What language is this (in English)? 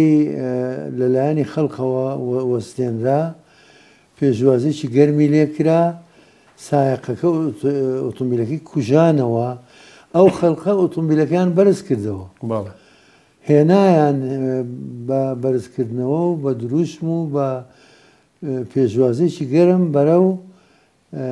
Central Kurdish